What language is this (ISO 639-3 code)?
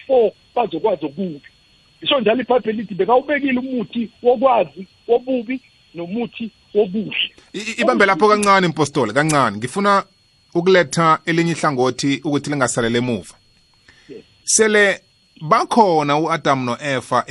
nbl